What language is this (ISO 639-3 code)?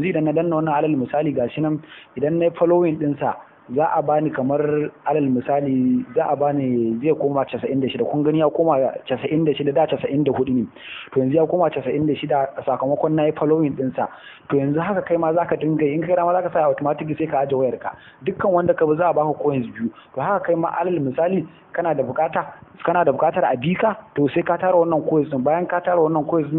hau